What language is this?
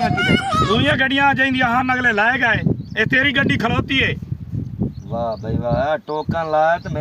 Saraiki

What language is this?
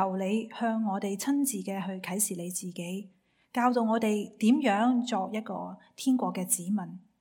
Cantonese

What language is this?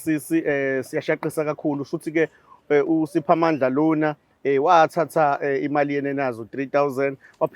Zulu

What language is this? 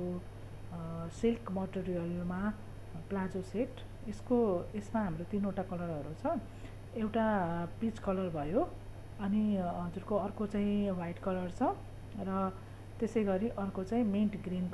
Nepali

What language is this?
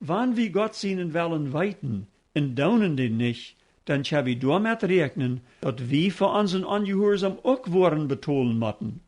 Plautdietsch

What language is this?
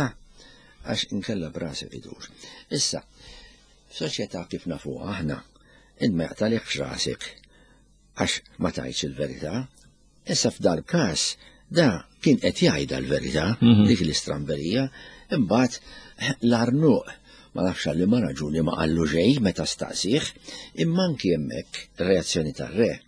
Maltese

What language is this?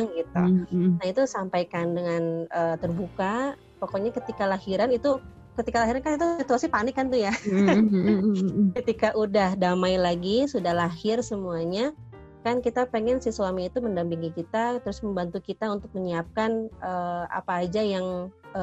Indonesian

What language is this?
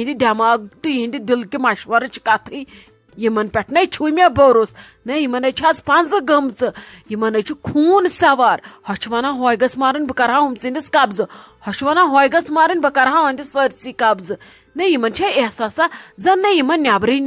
Kashmiri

